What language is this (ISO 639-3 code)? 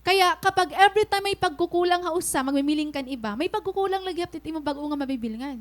war